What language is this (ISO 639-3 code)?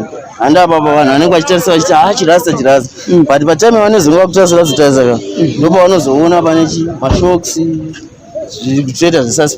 sna